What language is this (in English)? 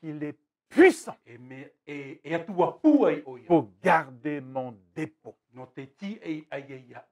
Tahitian